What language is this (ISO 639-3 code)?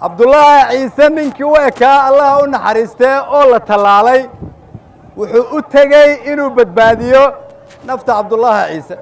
som